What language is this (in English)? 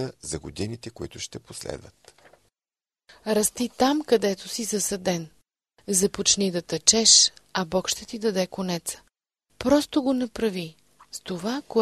Bulgarian